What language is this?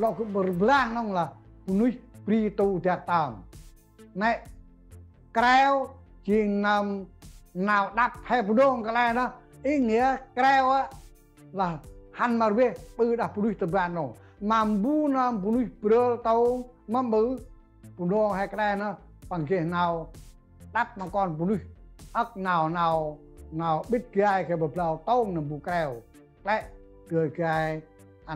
Central Mnong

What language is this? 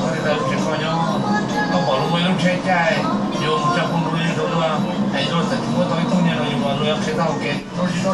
Hmong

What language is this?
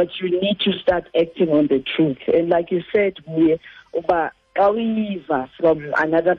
Xhosa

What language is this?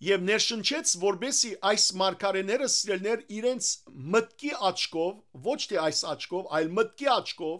Western Armenian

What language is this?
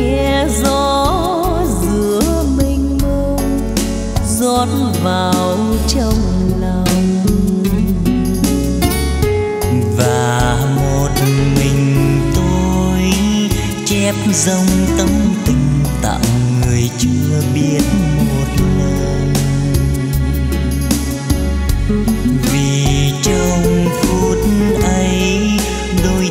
Vietnamese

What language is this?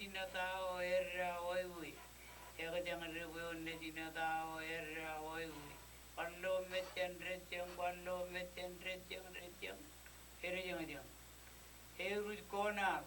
Marshallese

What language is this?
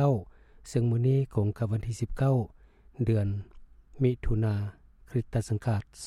Lao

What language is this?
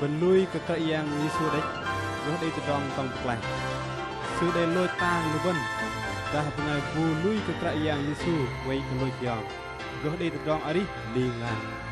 Bahnar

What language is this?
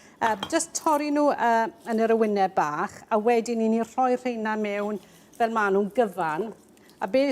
Welsh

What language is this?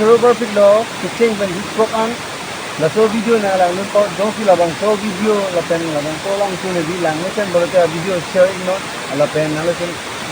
Karbi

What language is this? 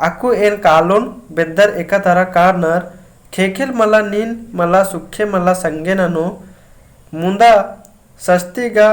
Kurukh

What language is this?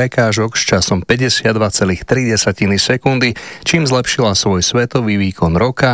Slovak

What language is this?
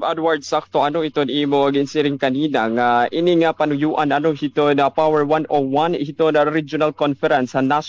Waray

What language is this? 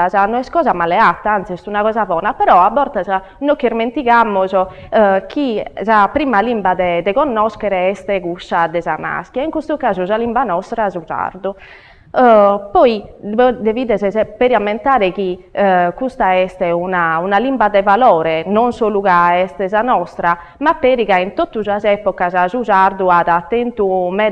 Sardinian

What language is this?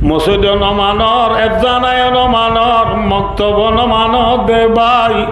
Rohingya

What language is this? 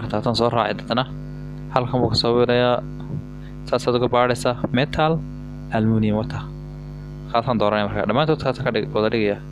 Somali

